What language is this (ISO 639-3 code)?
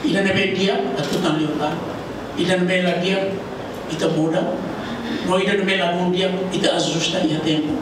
tet